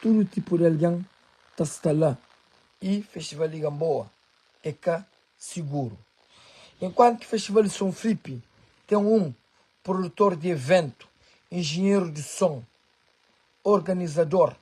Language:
Kabuverdianu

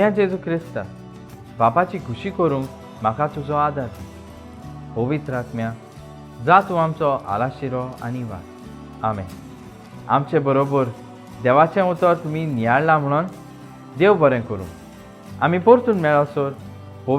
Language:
Konkani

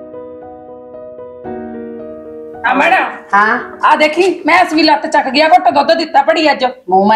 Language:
Punjabi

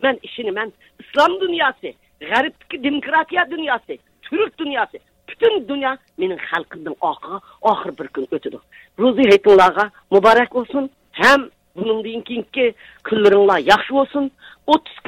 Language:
Uyghur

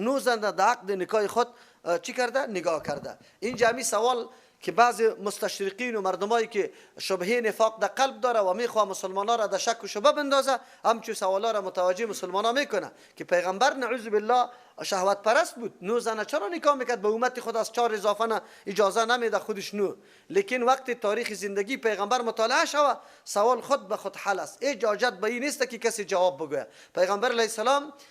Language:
Persian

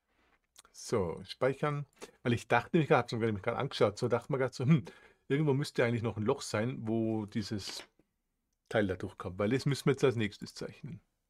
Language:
German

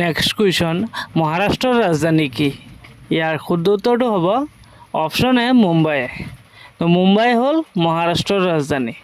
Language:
Assamese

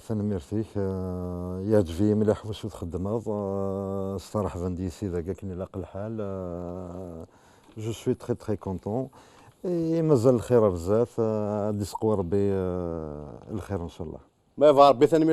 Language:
Kabyle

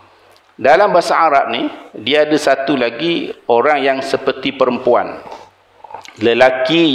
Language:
Malay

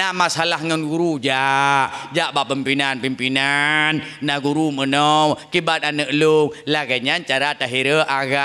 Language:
Achinese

